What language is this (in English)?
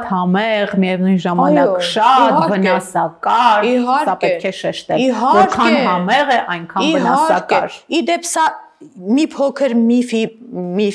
Armenian